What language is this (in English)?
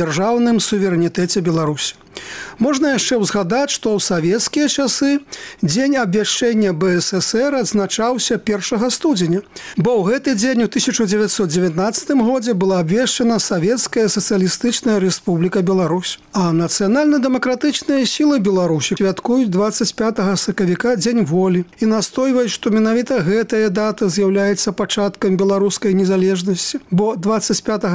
Belarusian